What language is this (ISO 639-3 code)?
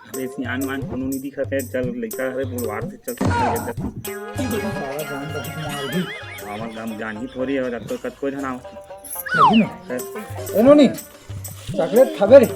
hne